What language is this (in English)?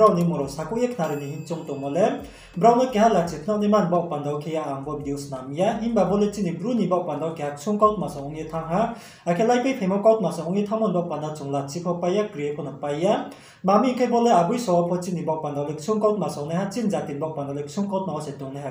Riang (India)